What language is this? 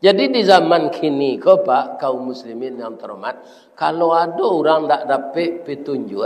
Minangkabau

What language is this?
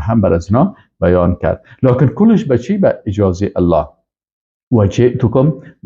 Persian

